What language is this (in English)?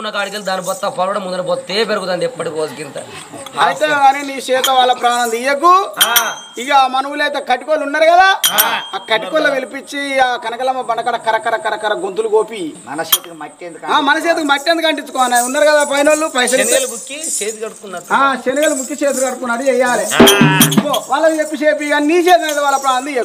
Telugu